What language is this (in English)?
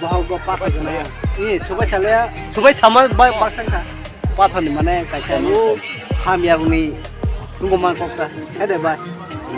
Kok Borok